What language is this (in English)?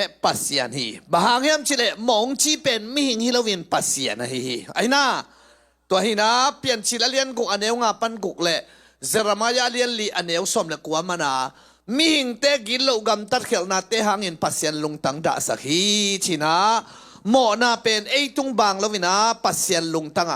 Tedim Chin